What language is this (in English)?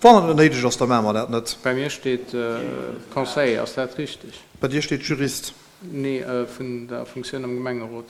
Luxembourgish